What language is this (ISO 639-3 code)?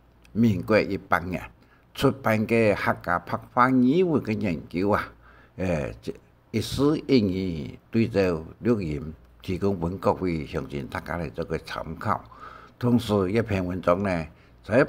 hak